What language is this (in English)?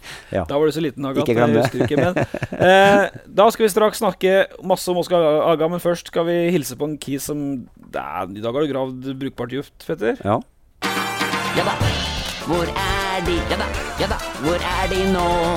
Norwegian